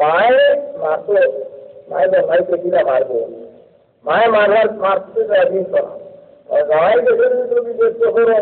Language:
Sylheti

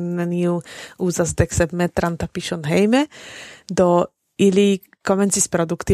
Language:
Esperanto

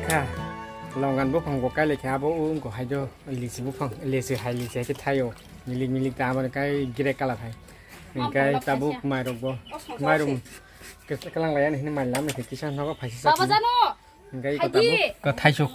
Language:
Kok Borok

